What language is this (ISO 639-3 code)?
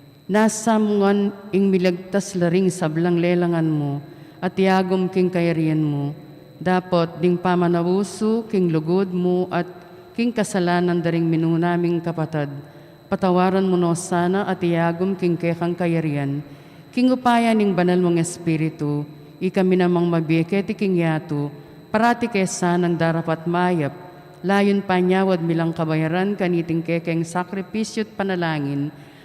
pam